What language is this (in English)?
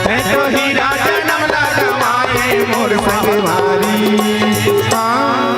Chhattisgarhi